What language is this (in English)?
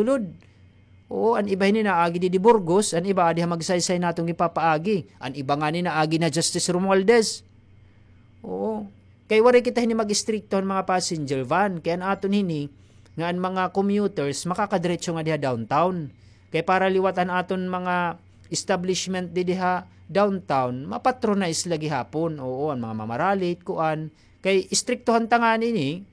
Waray